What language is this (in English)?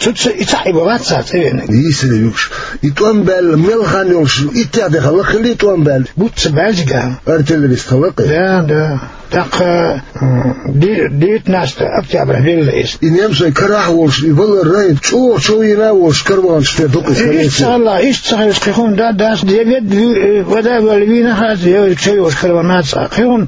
Chechen